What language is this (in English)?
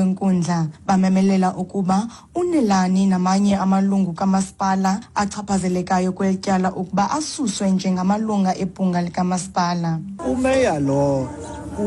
Xhosa